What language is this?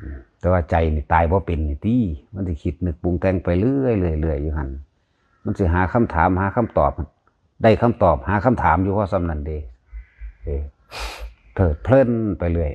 Northeastern Thai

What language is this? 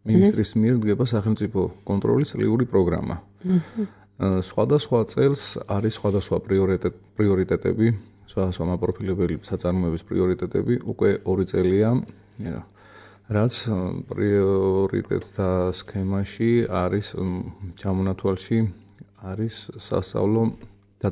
Georgian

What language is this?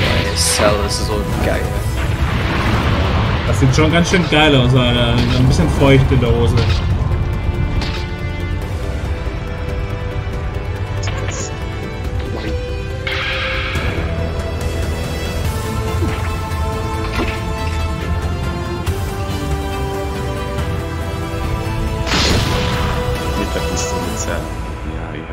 German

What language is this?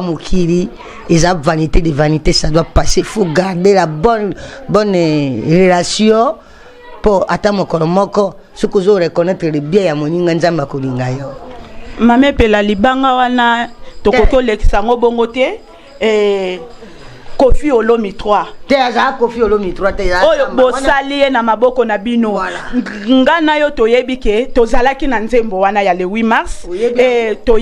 Lingala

